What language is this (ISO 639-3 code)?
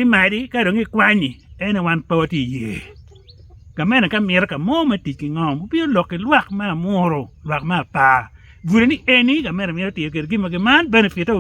ach